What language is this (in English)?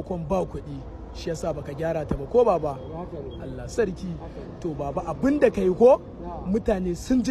Hausa